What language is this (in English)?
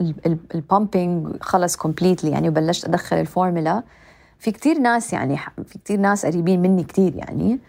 North Levantine Arabic